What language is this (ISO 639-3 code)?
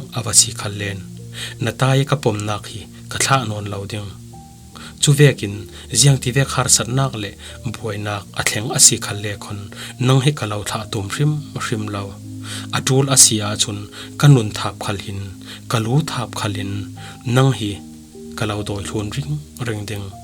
cfm